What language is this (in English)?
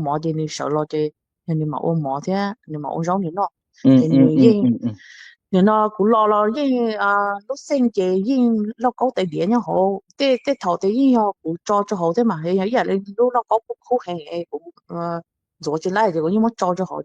Hmong